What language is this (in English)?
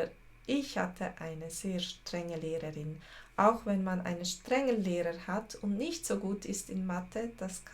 Swiss German